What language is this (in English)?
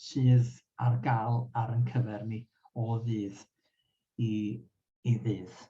Welsh